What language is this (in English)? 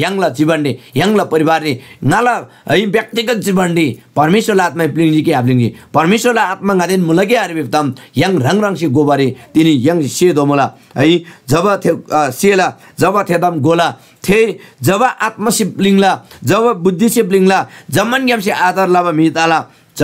Eastern Tamang